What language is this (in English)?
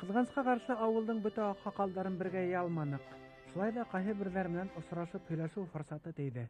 Bashkir